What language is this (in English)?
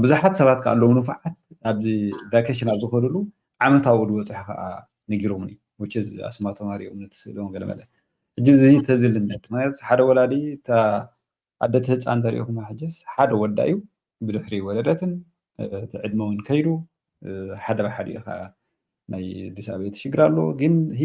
Tigrinya